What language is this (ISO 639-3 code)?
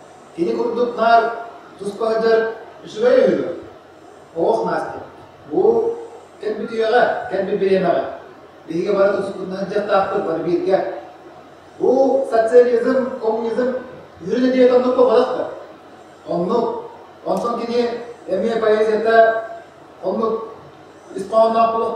sah